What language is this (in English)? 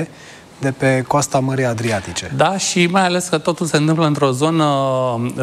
Romanian